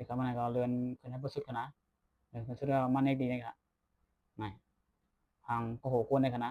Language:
Shan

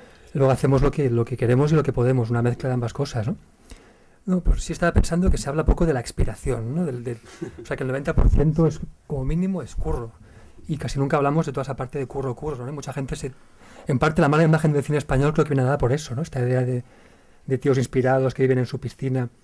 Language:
Spanish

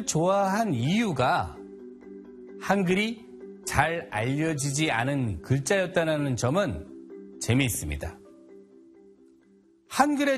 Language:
Korean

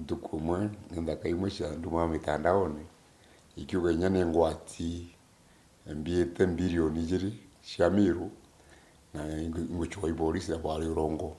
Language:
Meru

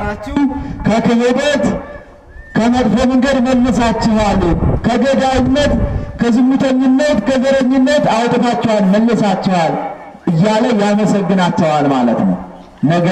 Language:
Amharic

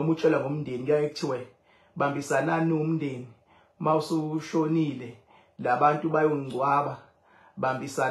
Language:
Zulu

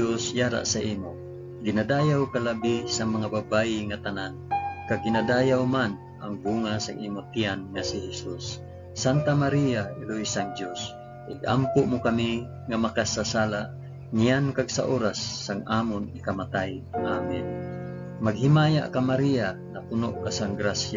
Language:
Hiligaynon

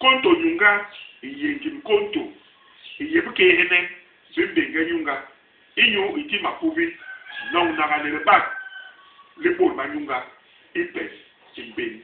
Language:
Basaa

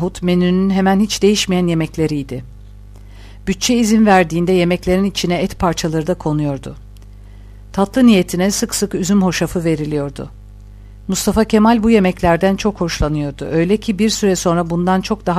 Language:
Turkish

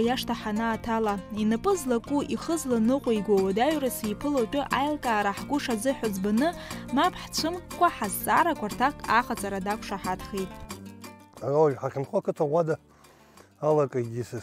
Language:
Abkhazian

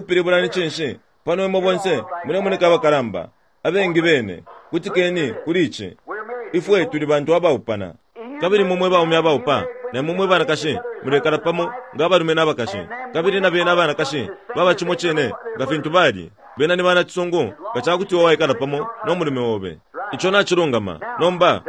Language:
Bemba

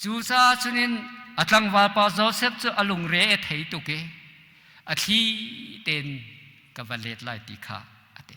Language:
Hakha Chin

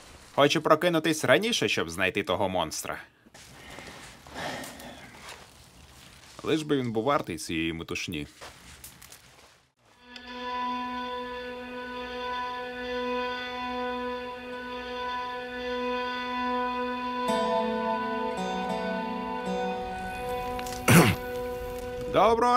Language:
Ukrainian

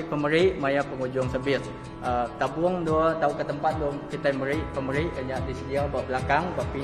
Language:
Iban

